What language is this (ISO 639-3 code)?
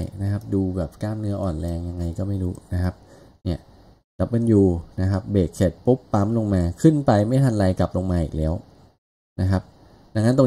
tha